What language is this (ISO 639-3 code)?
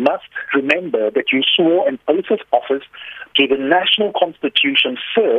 eng